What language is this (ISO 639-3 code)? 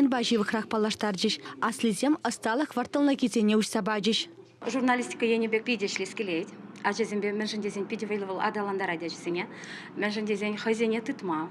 chv